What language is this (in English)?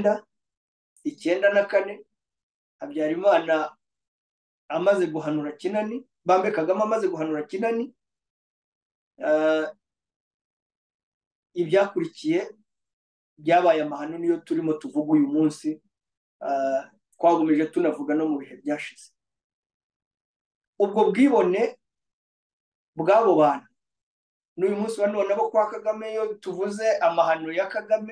Kinyarwanda